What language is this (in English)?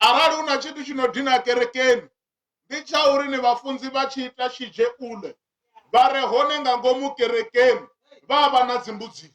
Venda